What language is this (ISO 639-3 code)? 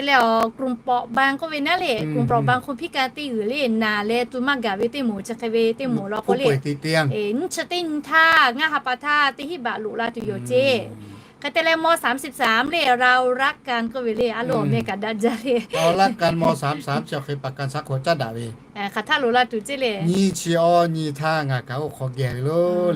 lhu